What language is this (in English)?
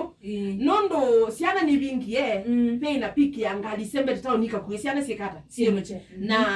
Kamba